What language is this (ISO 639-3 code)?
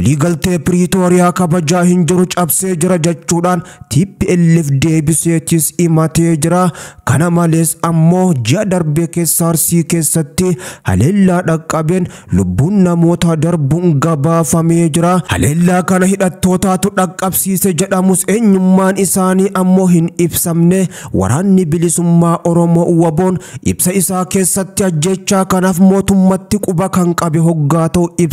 orm